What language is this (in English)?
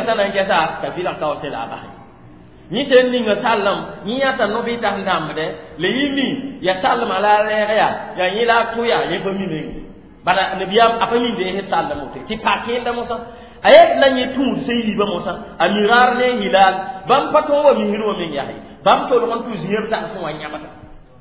Mossi